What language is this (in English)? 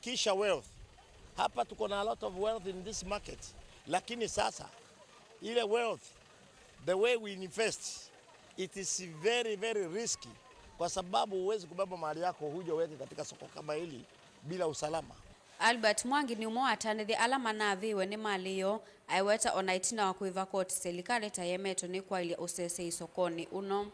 Kamba